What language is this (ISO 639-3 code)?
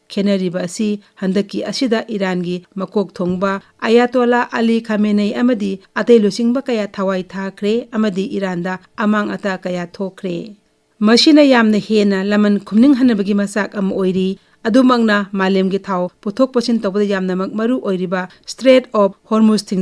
mni